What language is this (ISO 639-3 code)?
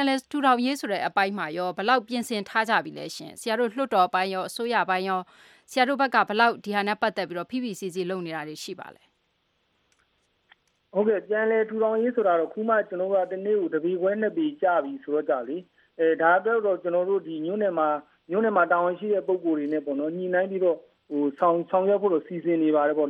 mya